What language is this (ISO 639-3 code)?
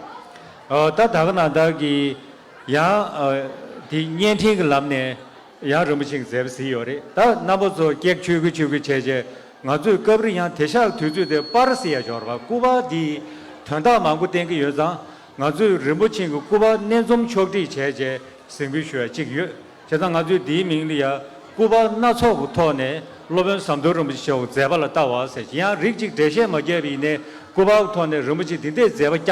bod